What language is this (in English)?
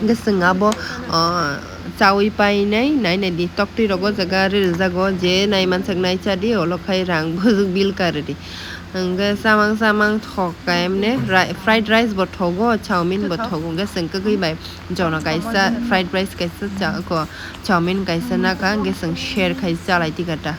Kok Borok